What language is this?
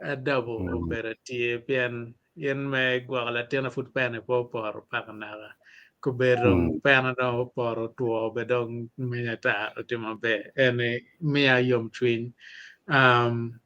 Acoli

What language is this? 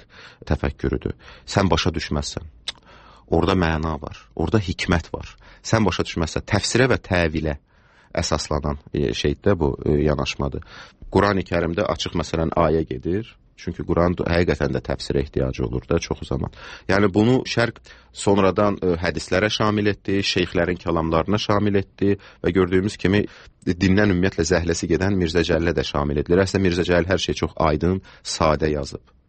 Azerbaijani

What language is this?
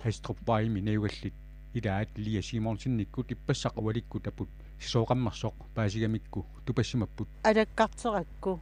Kalaallisut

